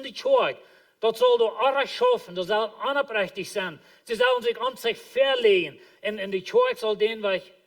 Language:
Plautdietsch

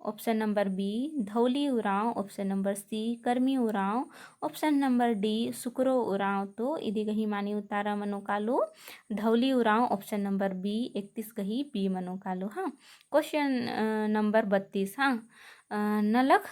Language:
Kurukh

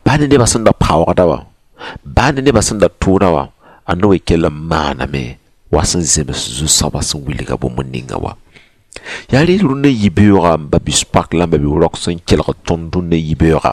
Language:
Mossi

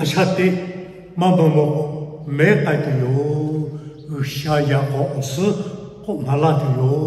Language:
Lahu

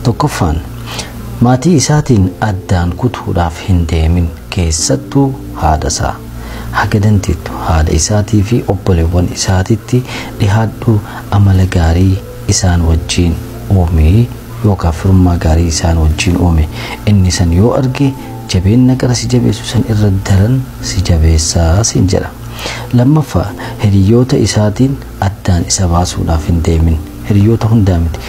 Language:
Oromo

